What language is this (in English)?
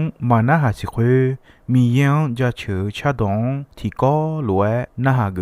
Akha